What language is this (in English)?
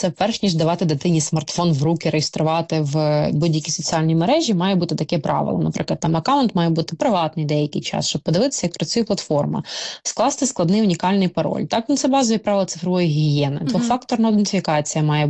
Ukrainian